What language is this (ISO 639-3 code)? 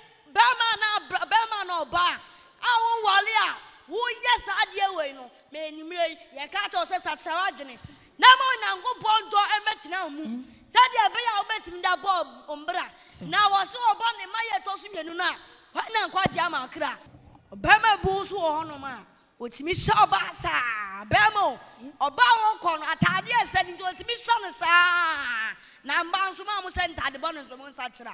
aka